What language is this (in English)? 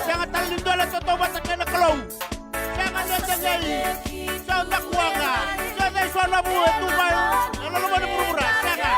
Fijian